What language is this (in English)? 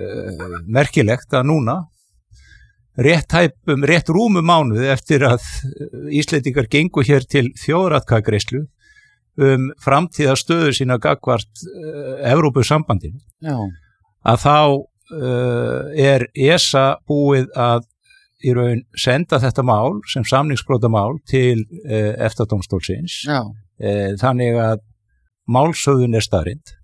Icelandic